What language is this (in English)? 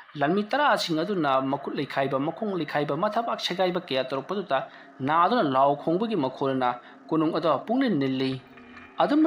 Manipuri